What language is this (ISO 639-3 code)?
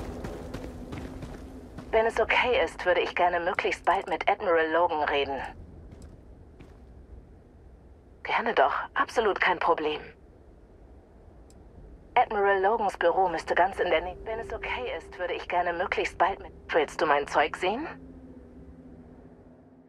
deu